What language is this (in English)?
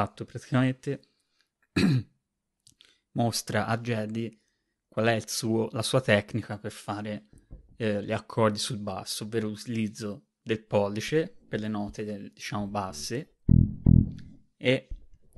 Italian